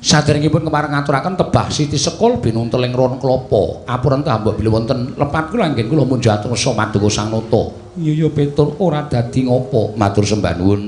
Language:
Javanese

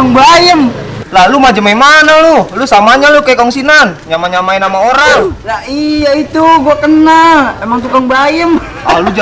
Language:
Betawi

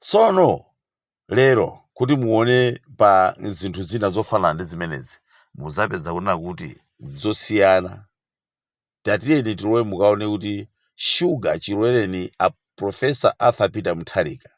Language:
Nyanja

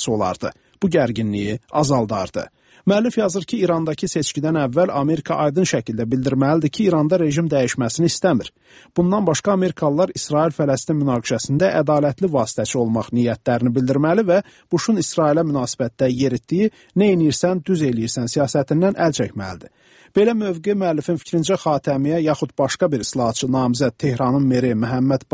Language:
Azerbaijani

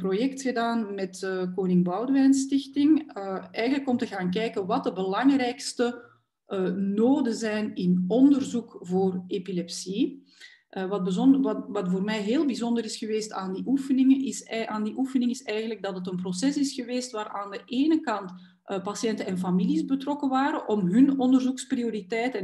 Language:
Dutch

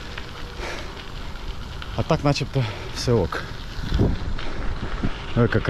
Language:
Ukrainian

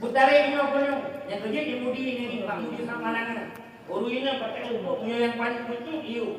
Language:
Achinese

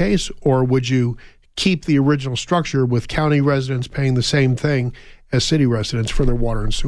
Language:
English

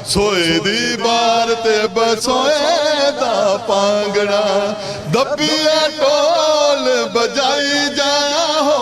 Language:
Dogri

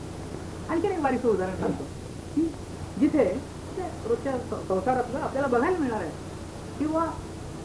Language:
Marathi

